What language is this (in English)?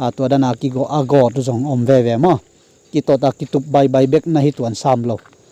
Tedim Chin